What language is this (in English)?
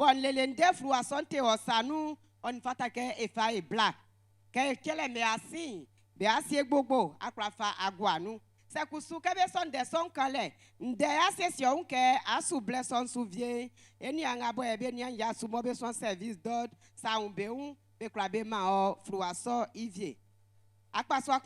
Baoulé